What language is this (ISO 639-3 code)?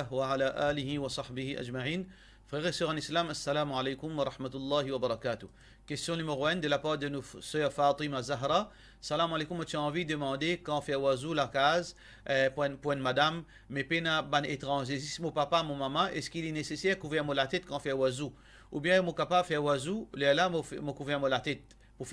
mfe